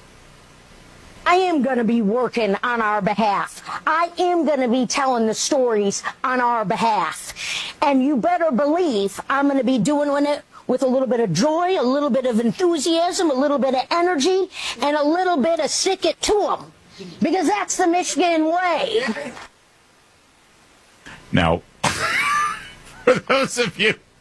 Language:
English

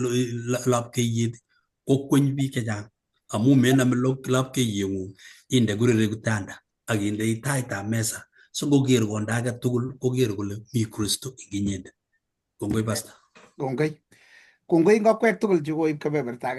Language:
Kalenjin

